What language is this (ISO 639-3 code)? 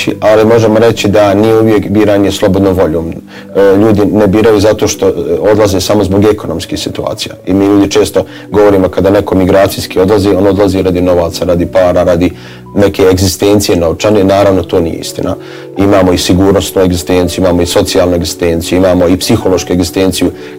bos